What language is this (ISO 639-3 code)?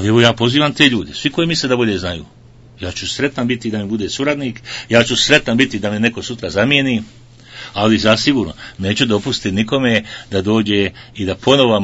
bos